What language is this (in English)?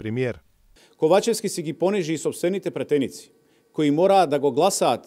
Macedonian